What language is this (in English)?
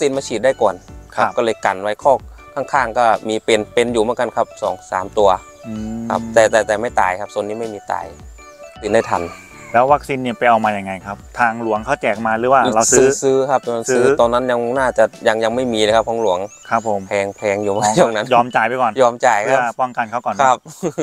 Thai